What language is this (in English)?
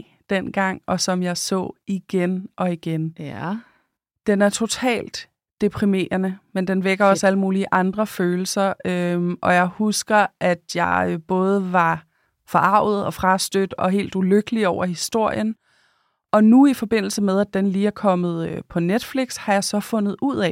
Danish